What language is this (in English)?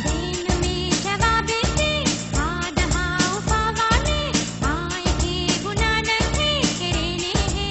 Divehi